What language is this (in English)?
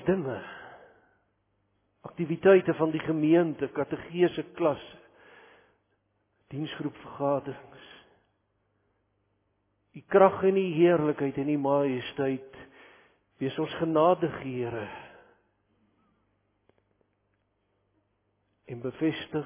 Afrikaans